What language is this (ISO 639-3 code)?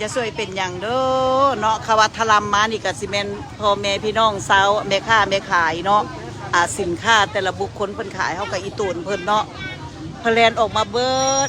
lao